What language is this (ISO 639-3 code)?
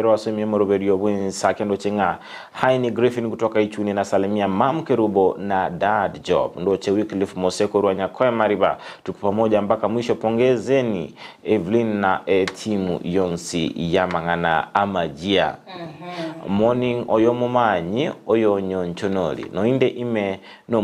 guz